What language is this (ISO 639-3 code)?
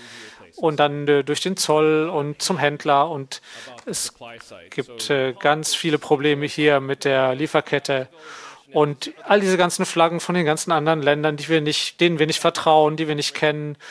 deu